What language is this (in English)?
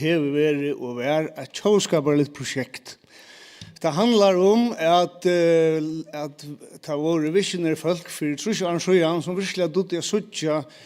Faroese